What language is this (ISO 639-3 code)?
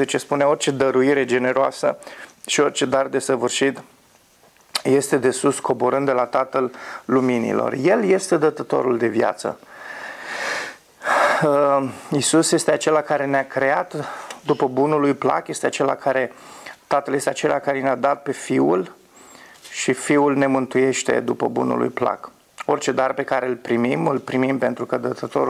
ron